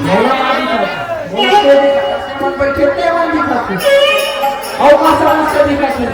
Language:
Chhattisgarhi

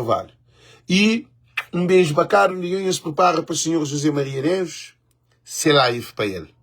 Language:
Kabuverdianu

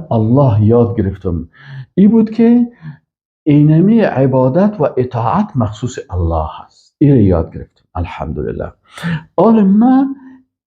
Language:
Persian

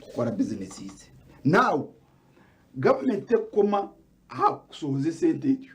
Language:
Nyankole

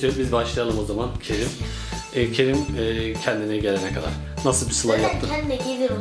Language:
Turkish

